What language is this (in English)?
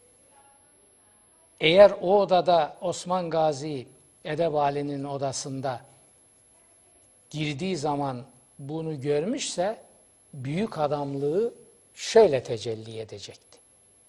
Turkish